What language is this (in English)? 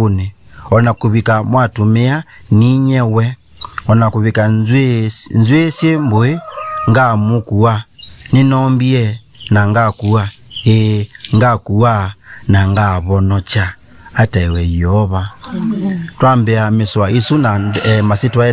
Kamba